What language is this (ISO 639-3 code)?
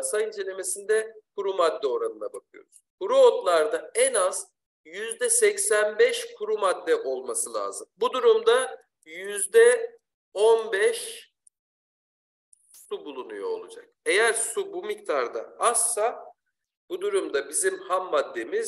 tur